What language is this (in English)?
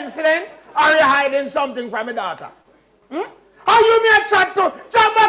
Jamaican Creole English